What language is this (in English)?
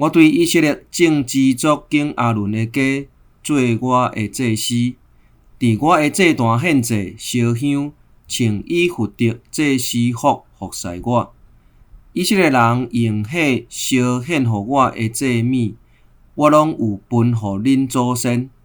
Min Nan Chinese